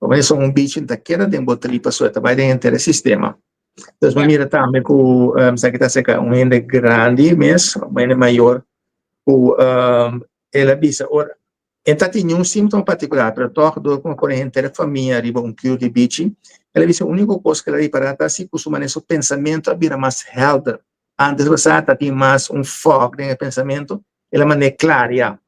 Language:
Papiamento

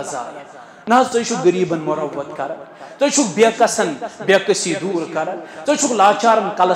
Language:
Kashmiri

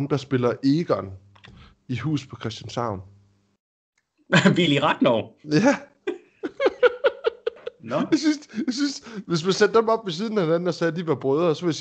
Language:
Danish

